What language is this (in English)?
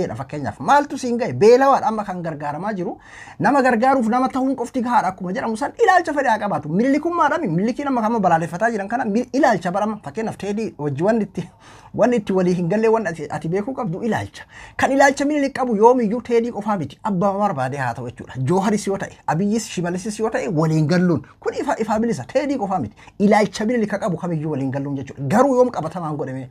Oromo